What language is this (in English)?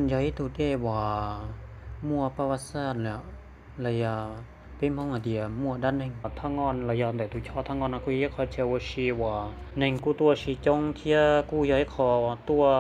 Hmong